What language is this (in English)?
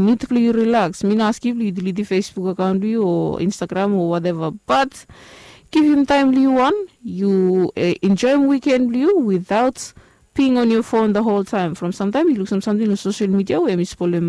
Bislama